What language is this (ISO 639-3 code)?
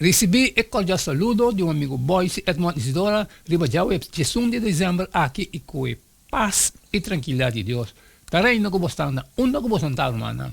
pap